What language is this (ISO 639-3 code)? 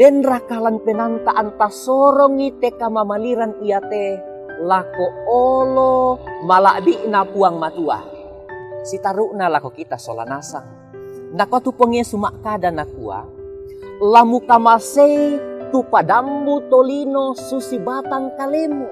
sda